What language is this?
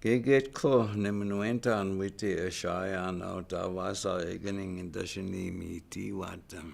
Chippewa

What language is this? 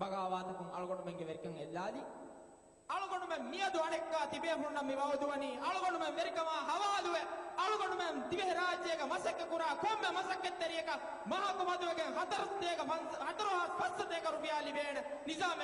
Divehi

